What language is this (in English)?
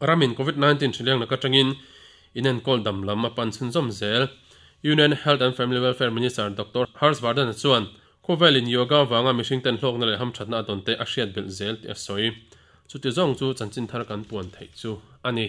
Mizo